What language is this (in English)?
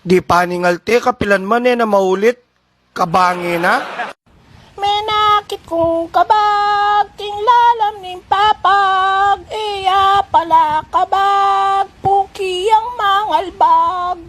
Pampanga